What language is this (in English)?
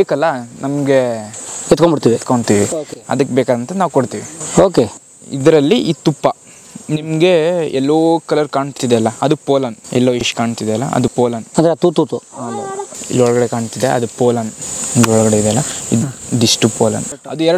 Kannada